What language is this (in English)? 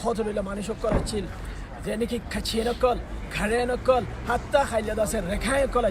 Rohingya